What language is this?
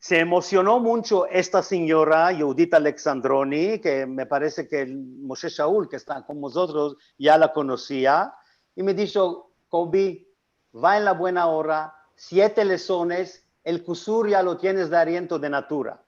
Ladino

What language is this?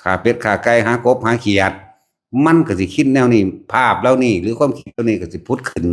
Lao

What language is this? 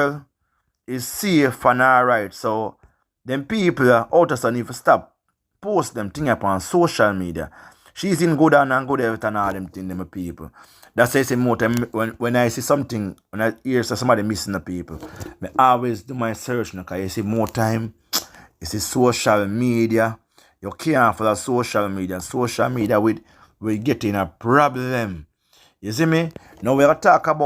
Jamaican Creole English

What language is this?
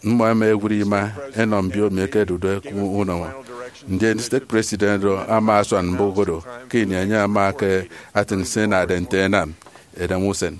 Efik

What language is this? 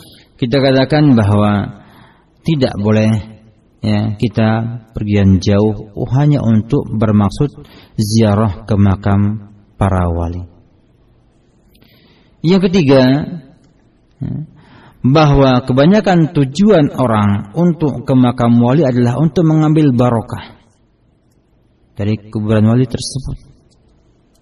Indonesian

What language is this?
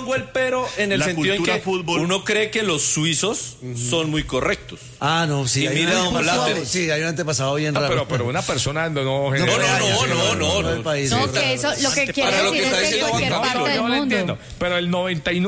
Spanish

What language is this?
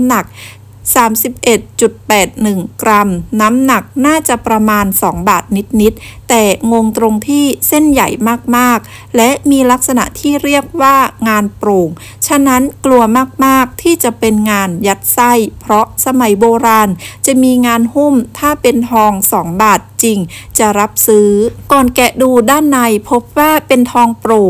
Thai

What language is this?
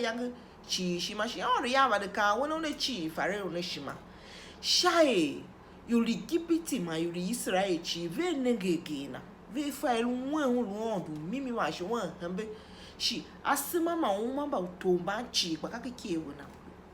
Tiv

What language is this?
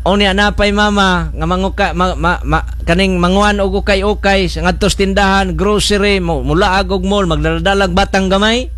Cebuano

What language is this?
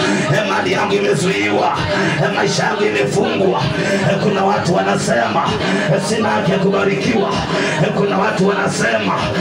Swahili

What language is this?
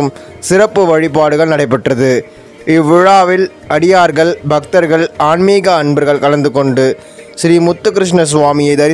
Tamil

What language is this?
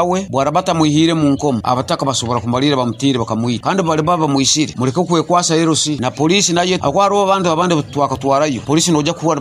Nyoro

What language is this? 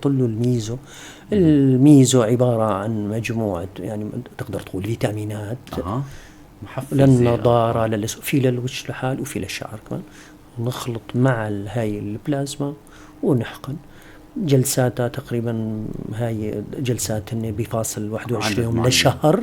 North Levantine Arabic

